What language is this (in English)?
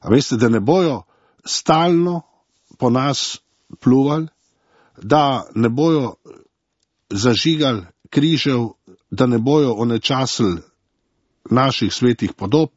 Slovenian